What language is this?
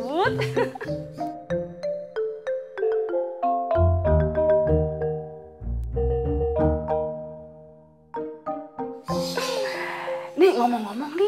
Indonesian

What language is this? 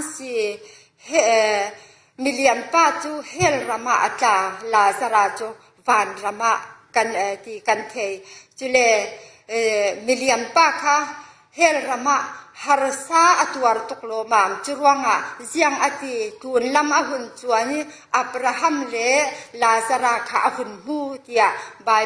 Falam Chin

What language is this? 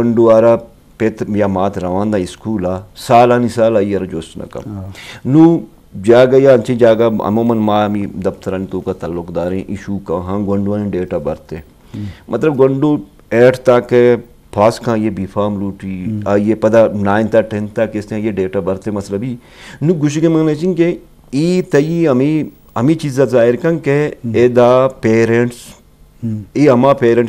Eastern Balochi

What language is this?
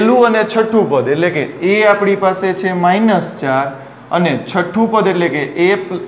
Gujarati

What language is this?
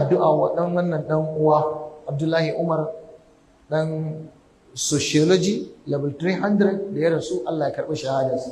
Hausa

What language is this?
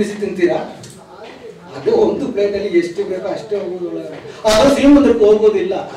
Kannada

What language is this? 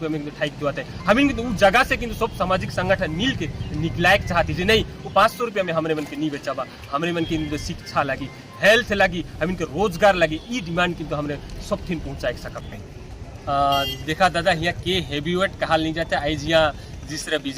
Sadri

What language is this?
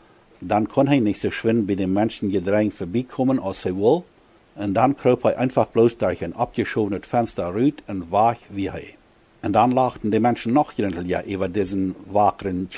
Plautdietsch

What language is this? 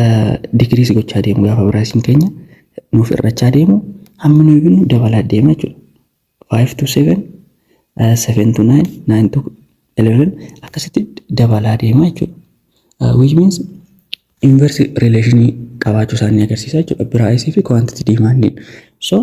Oromo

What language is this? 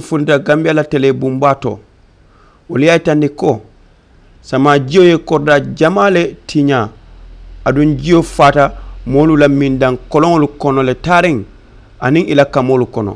Mandingo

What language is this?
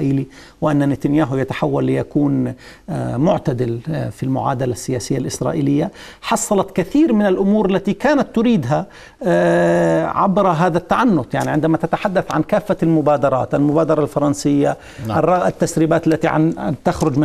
Arabic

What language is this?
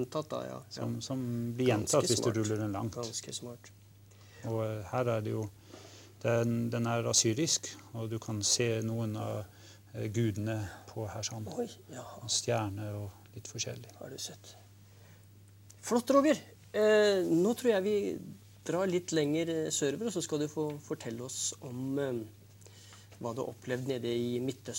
Norwegian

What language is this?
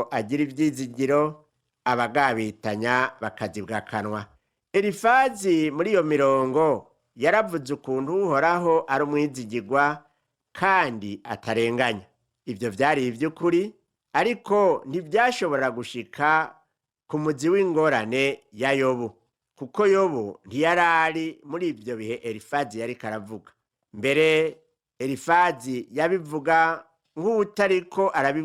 Rundi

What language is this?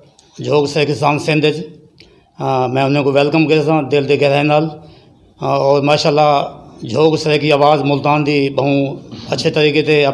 Saraiki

